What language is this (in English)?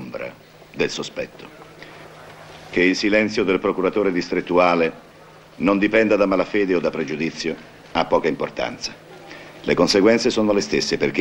Italian